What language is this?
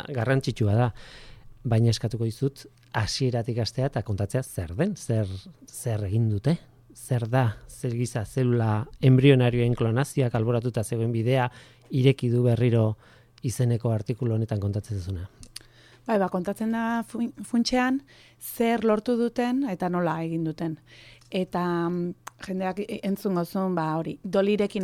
Basque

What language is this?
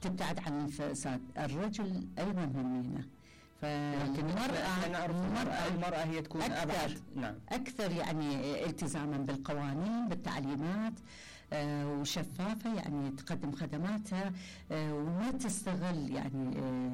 Mesopotamian Arabic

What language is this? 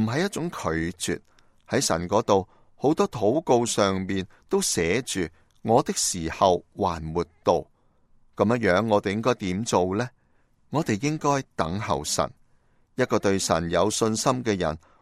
Cantonese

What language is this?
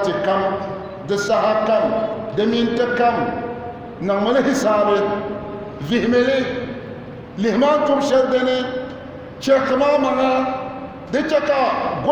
Dagbani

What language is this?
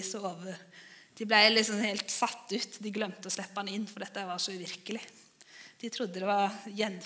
Norwegian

